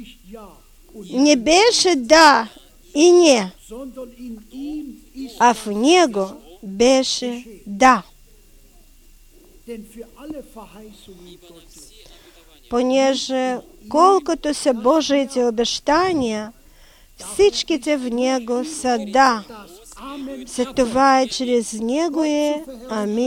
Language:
Bulgarian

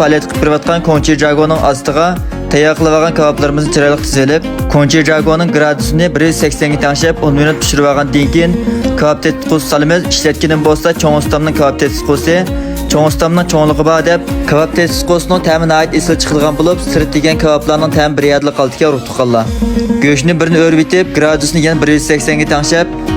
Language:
Uyghur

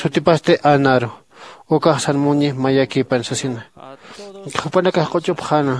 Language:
Aymara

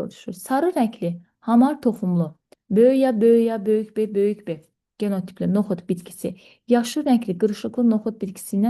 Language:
Azerbaijani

